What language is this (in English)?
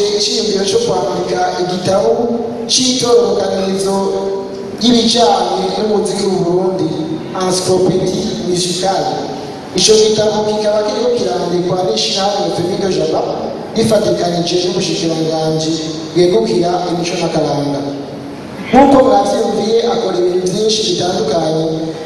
Rundi